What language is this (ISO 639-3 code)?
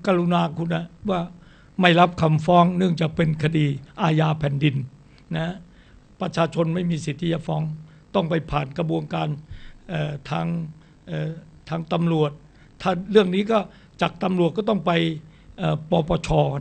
tha